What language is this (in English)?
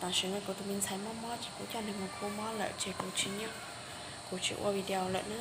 Hmong